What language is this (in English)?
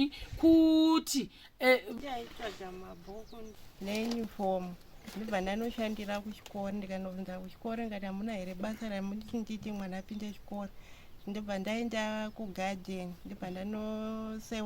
Shona